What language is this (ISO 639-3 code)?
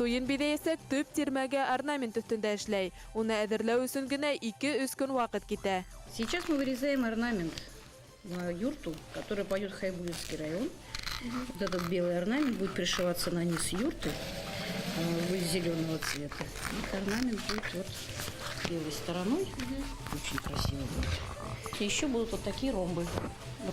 bak